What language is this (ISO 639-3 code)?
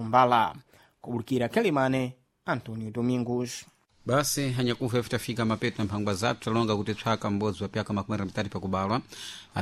seh